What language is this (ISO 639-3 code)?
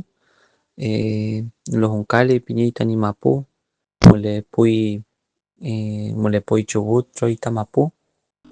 arn